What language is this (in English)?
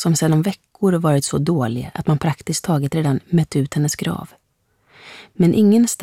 Swedish